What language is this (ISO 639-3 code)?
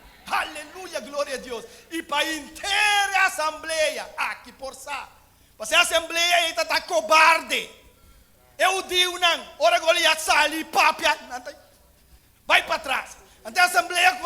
pap